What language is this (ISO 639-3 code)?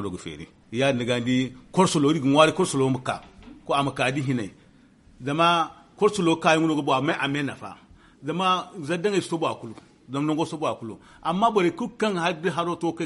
dje